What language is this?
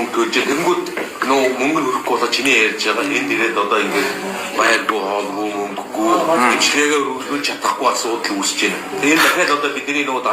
Mongolian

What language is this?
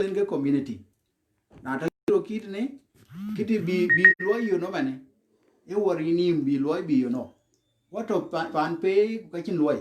Dinka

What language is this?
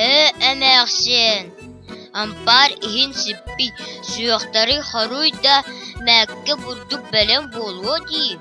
Yakut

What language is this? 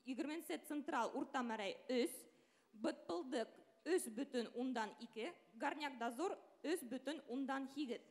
Bashkir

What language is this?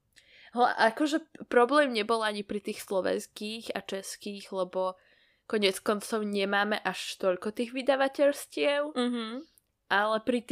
Slovak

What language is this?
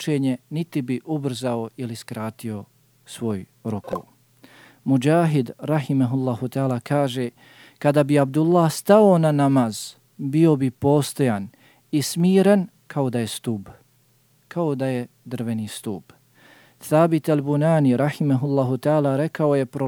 Bosnian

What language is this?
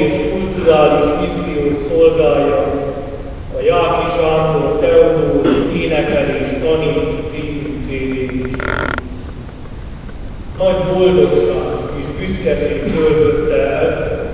Hungarian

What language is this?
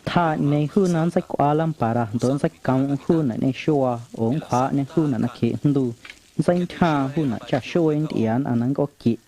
Guerrero Amuzgo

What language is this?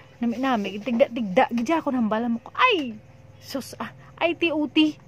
Hiligaynon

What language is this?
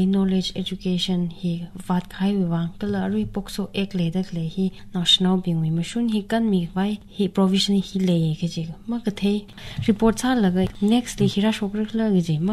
Tangkhul Naga (India)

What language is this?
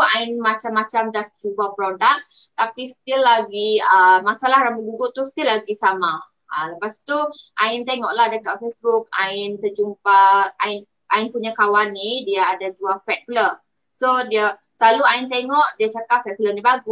Malay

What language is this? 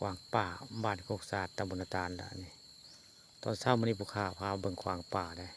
Northeastern Thai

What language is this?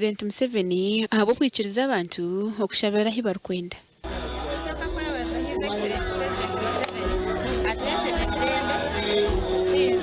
Nyankole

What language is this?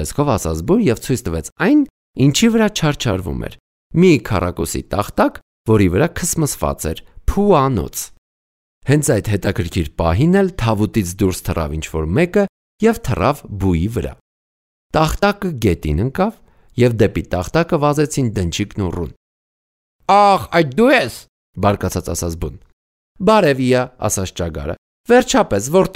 Armenian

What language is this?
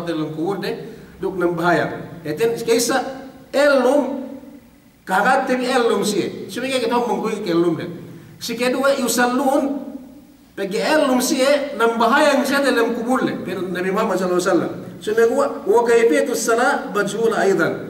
Yakan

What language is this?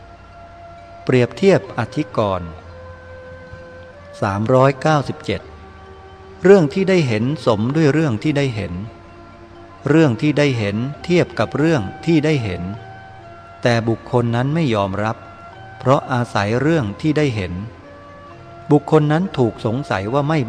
Thai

